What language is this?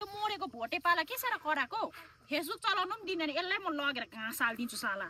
Nepali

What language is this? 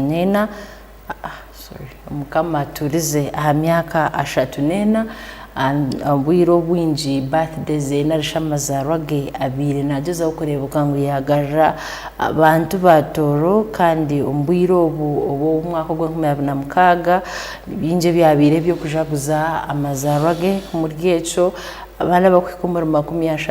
Tooro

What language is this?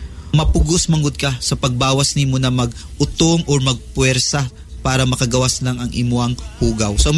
Cebuano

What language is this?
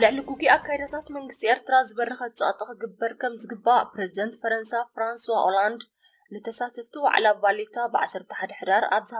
Tigrinya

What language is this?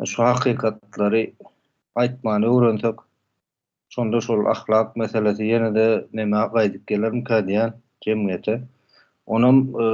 Turkmen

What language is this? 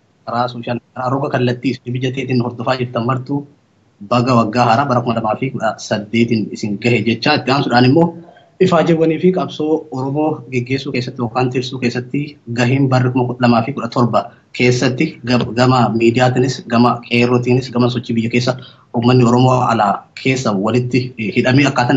Oromo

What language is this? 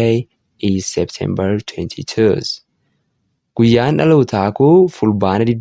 Oromo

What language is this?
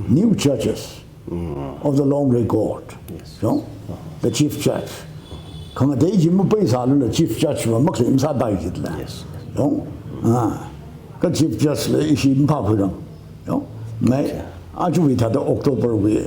Tangkhul Naga (India)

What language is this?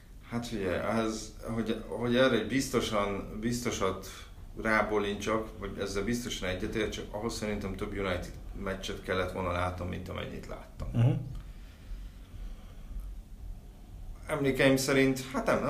Hungarian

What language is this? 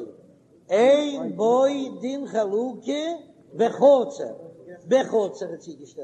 Yiddish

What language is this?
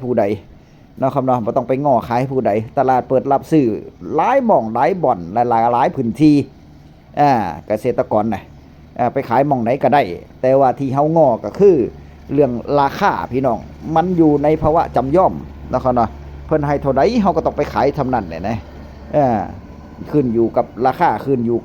Northeastern Thai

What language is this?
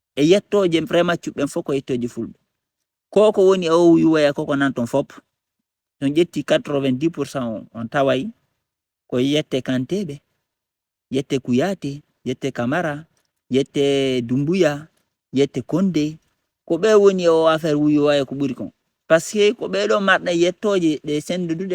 Fula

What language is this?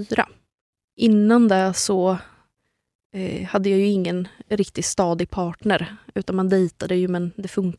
Swedish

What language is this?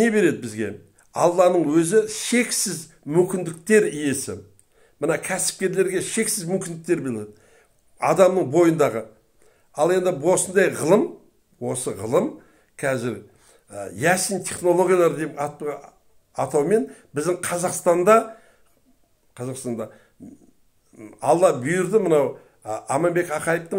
Kazakh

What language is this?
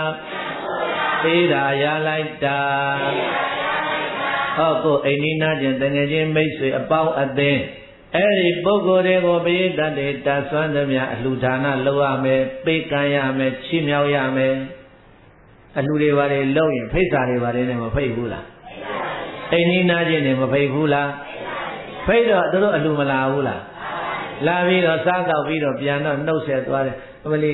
Burmese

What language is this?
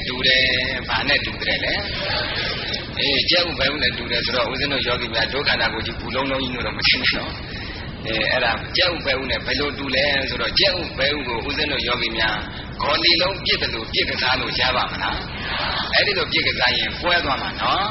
Burmese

